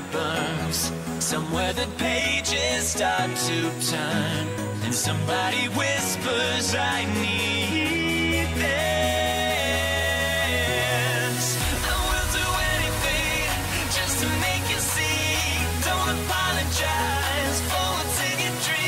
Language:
English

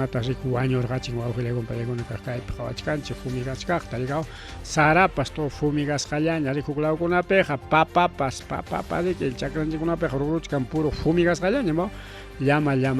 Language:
Ayacucho Quechua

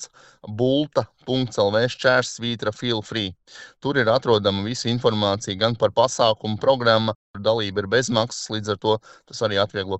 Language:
Latvian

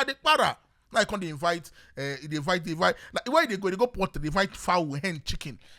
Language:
Nigerian Pidgin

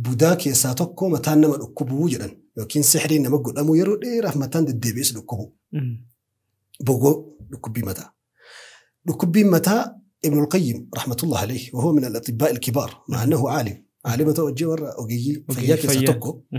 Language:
Oromo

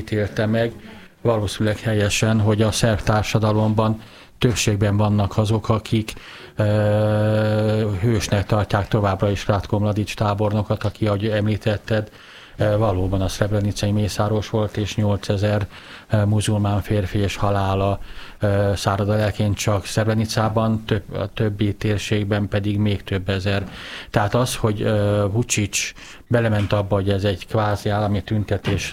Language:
Hungarian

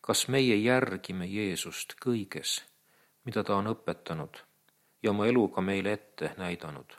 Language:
Estonian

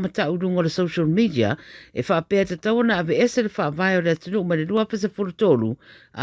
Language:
Samoan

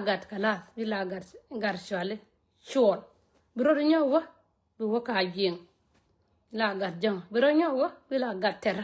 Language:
Nuer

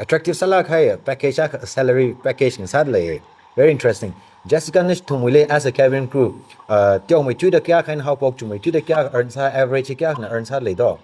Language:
Tangkhul Naga (India)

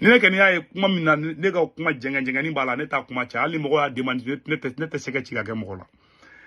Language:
Bambara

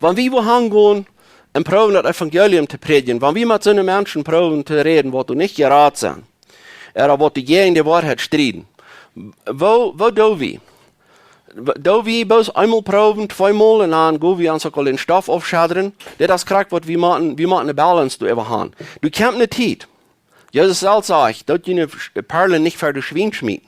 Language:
Plautdietsch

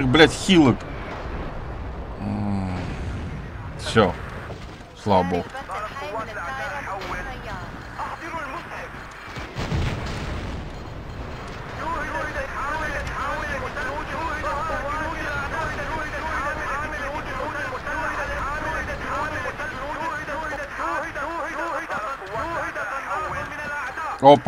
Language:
Russian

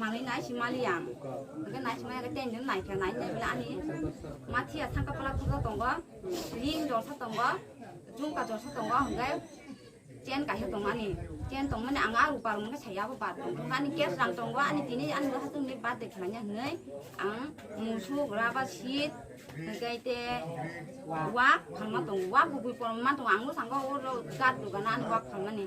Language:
Kok Borok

